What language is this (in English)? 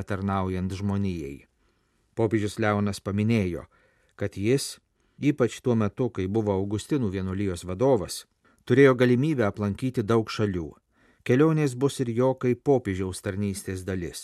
Lithuanian